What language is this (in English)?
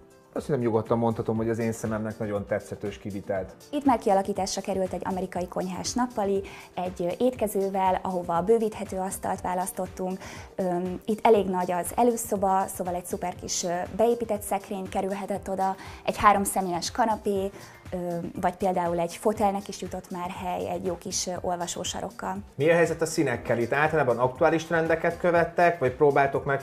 Hungarian